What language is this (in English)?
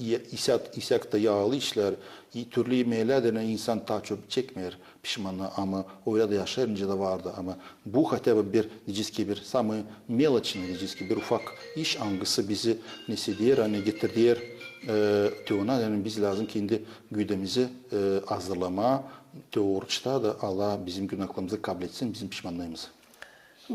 Gagauz